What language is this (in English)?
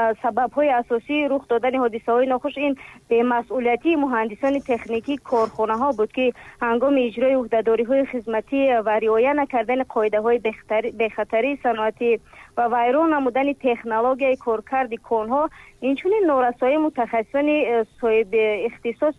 Tajik